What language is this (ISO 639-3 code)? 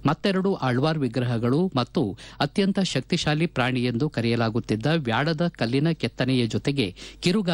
kan